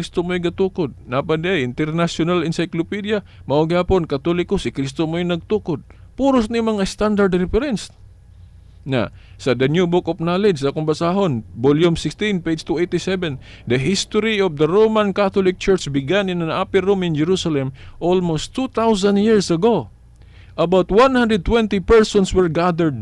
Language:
Cebuano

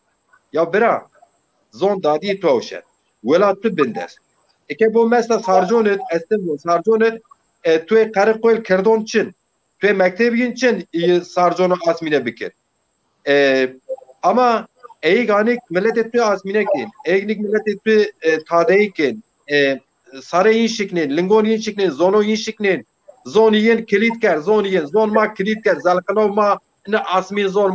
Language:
Zaza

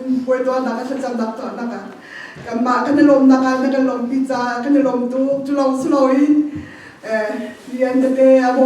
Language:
Hakha Chin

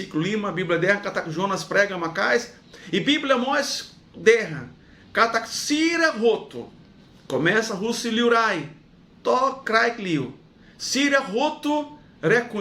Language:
Tetum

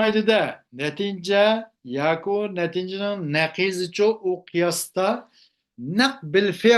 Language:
Uyghur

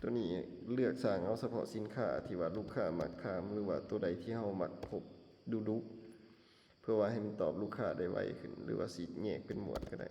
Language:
Lao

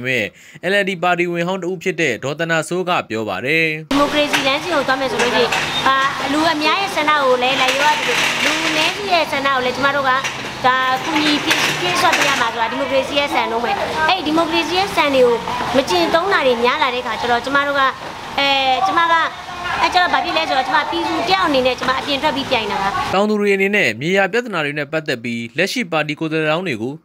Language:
Burmese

